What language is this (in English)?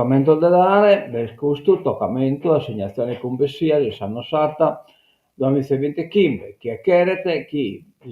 Sardinian